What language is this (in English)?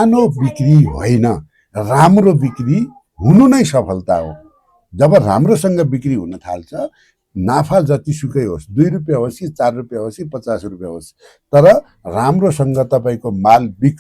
Nepali